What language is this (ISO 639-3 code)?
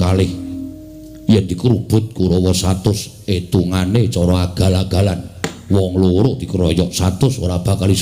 jav